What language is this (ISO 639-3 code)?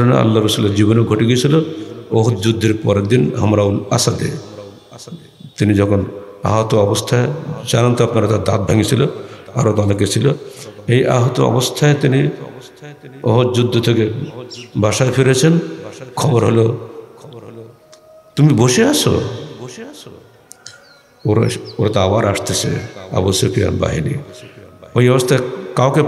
ben